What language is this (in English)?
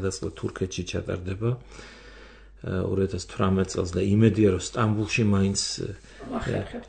Georgian